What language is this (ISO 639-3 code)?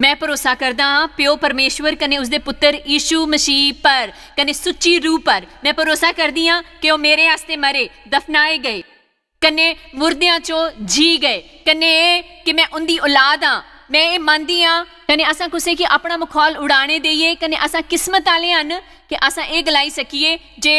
doi